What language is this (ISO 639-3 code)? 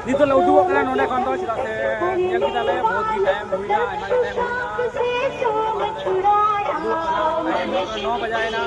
sat